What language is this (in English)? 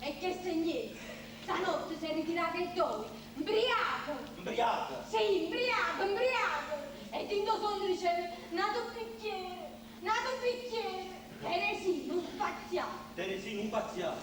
Neapolitan